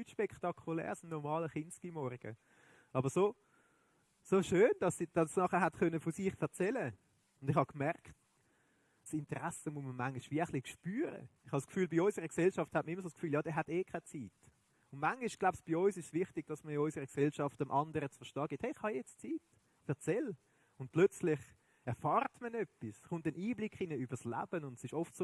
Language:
Swiss German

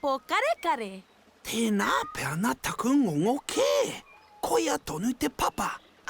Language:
Māori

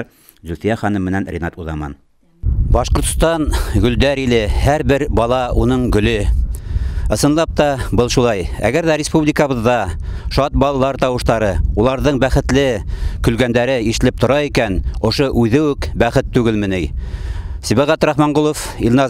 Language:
Bashkir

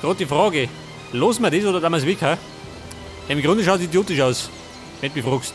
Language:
Bavarian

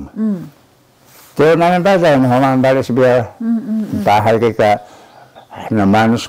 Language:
Taroko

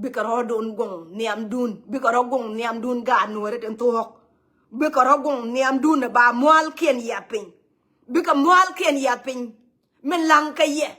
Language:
Nuer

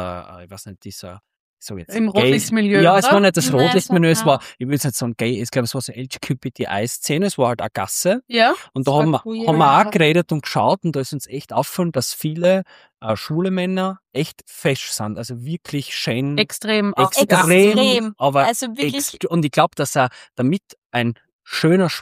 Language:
German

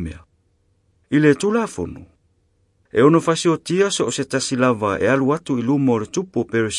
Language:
Samoan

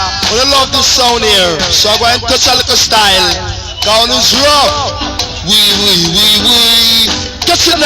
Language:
Jamaican Creole English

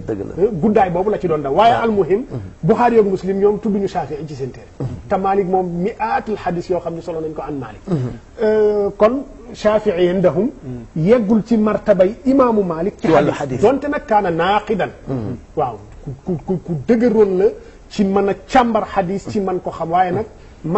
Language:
Wolof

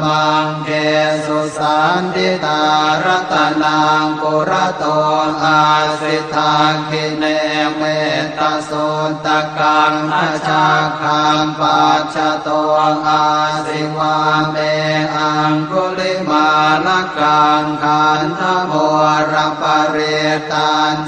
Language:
Pali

